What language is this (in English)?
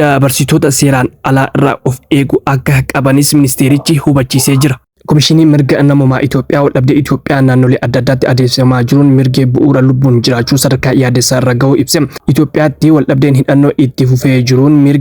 Oromo